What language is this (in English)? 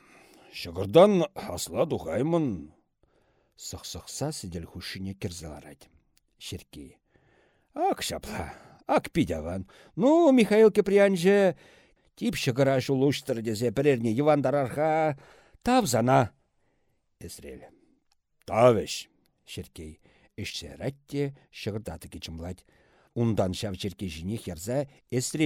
Chuvash